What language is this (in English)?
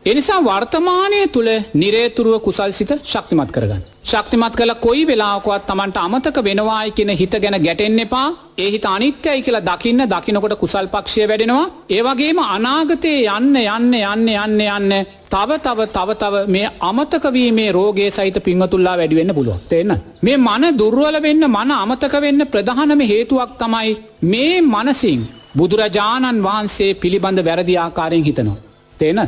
Sinhala